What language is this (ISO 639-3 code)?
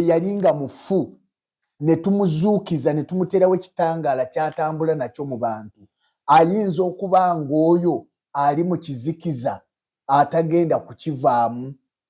lug